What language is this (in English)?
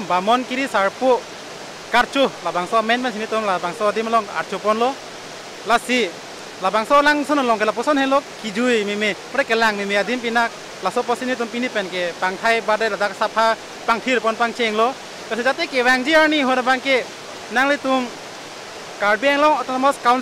Karbi